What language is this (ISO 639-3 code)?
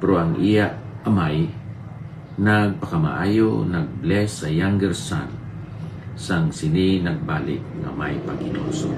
hil